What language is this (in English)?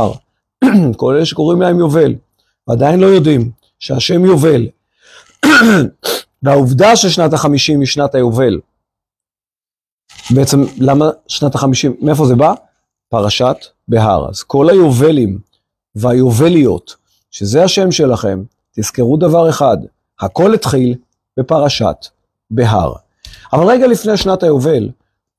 Hebrew